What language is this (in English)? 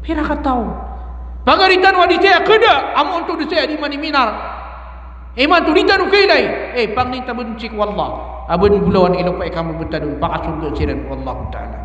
Maranao